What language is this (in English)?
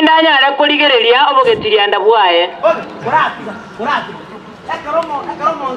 Gusii